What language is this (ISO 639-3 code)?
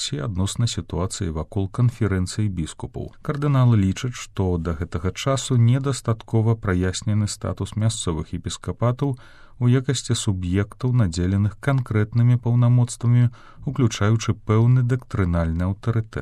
bel